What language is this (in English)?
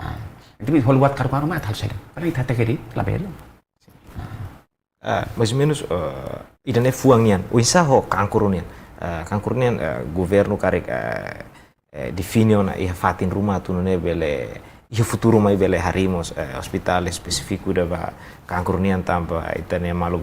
Tetum